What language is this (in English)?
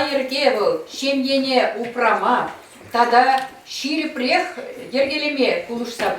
Chuvash